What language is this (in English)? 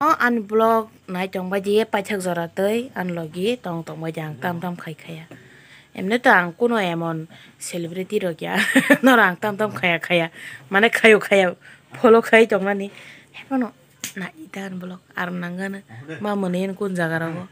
Kok Borok